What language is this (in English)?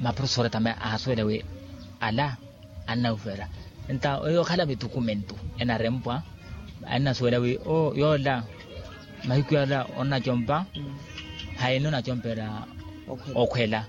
Makhuwa